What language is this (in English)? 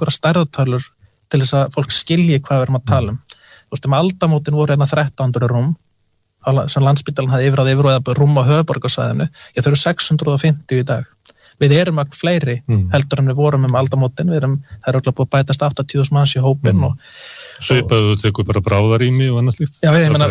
Icelandic